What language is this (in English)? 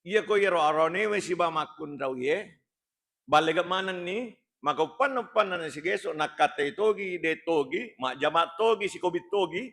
Buginese